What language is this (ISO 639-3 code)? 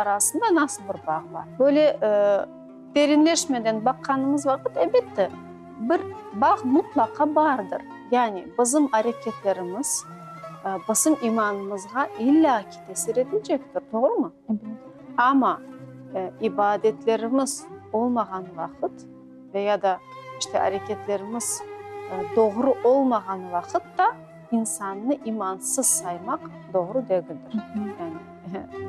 crh